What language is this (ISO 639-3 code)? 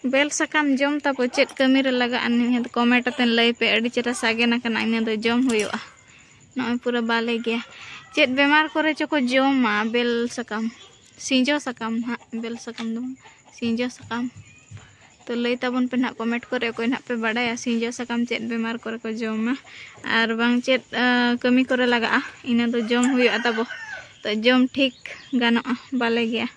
sat